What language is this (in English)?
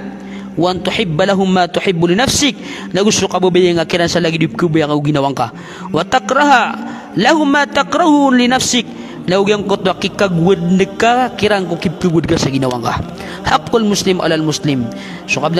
Maranao